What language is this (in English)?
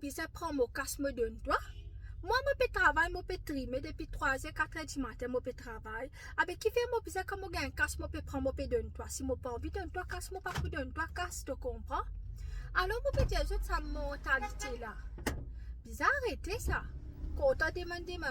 Morisyen